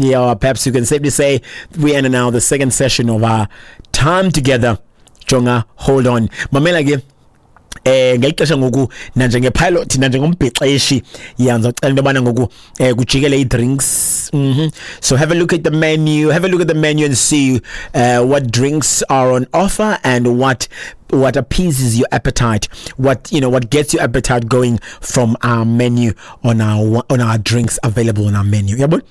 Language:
Xhosa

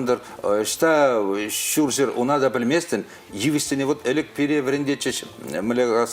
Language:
Chuvash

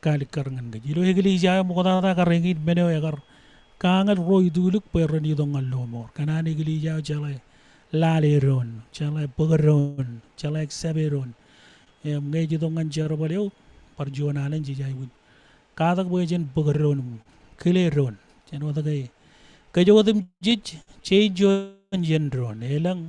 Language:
Marshallese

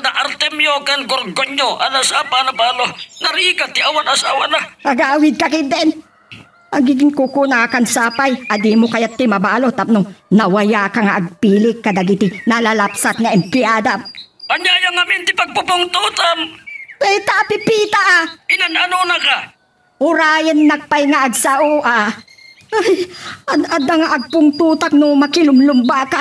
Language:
Iloko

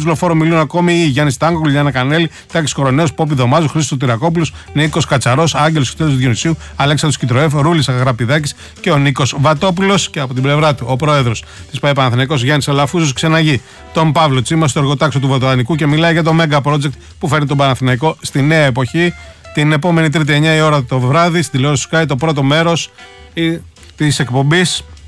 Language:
Greek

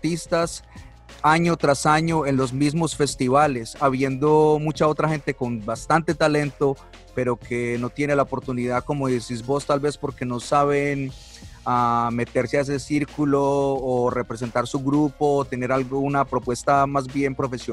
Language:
Spanish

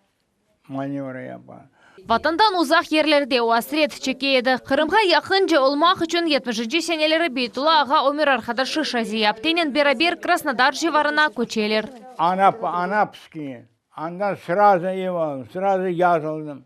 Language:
Crimean Tatar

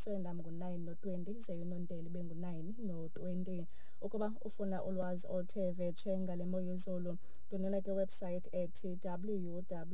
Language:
Xhosa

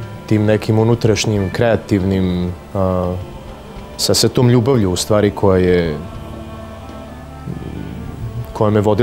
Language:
Serbian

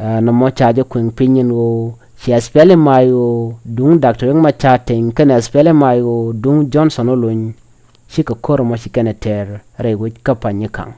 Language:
Nuer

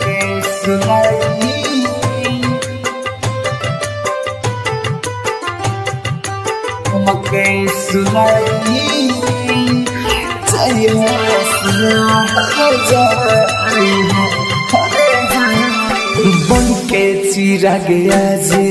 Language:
Bhojpuri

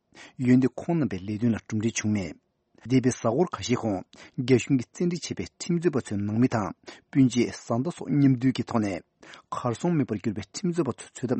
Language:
Tibetan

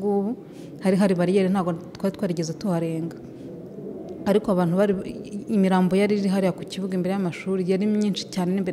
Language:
Kinyarwanda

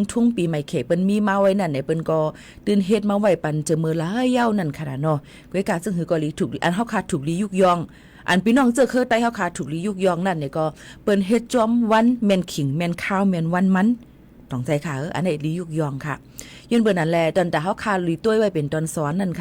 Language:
Shan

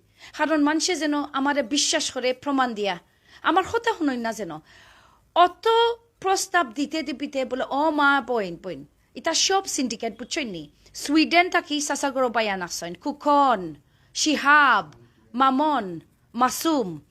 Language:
Sylheti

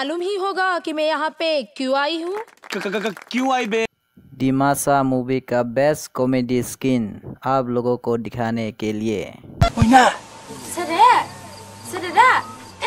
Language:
Dimasa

